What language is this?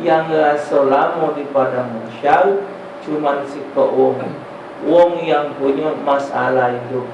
Musi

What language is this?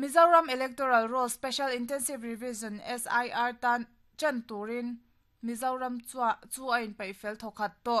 Mizo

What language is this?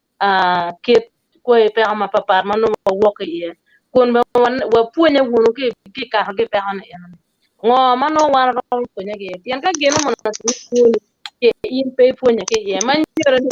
Acoli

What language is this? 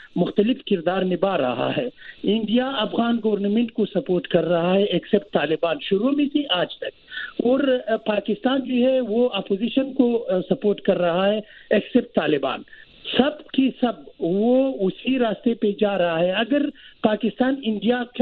Urdu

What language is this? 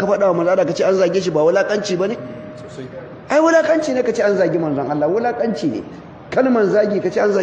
Hausa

